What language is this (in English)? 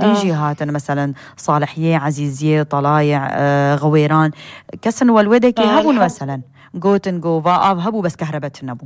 Kurdish